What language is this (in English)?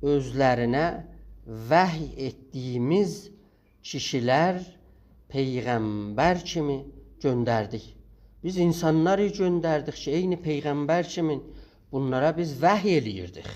South Azerbaijani